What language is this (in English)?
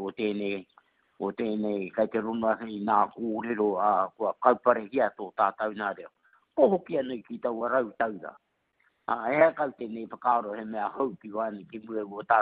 Māori